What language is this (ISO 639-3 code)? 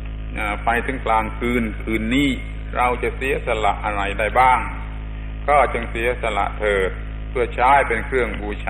tha